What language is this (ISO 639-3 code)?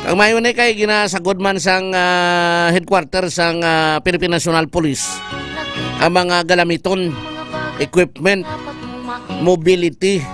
hil